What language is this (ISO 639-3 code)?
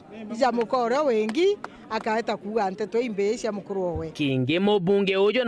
mer